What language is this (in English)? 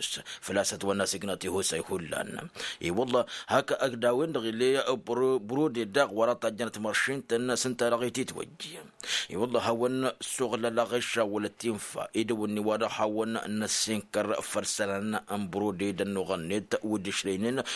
Tamasheq